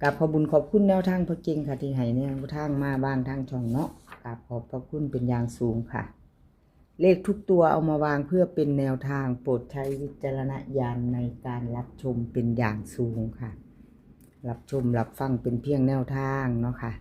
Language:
Northeastern Thai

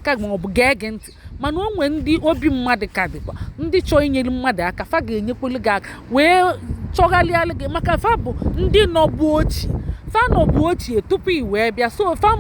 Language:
Igbo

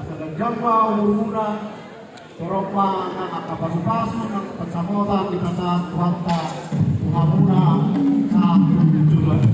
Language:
Batak Toba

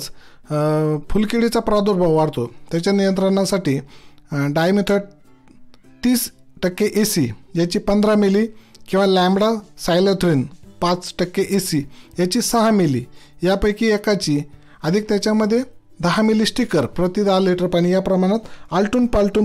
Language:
Marathi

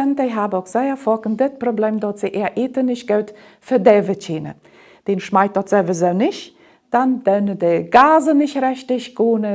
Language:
Plautdietsch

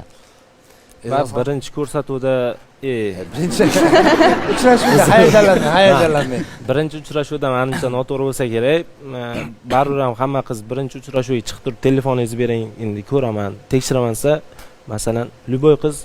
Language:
Uzbek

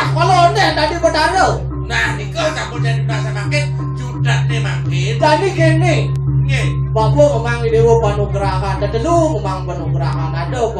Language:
Balinese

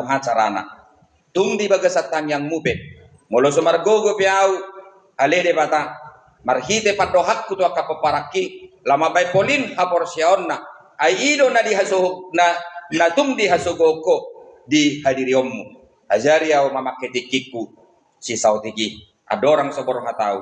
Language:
Batak Toba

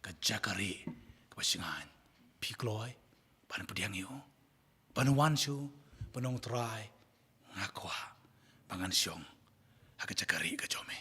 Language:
Khasi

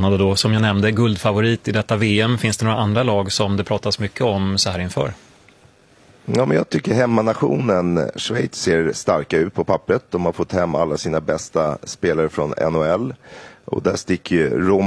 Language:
Swedish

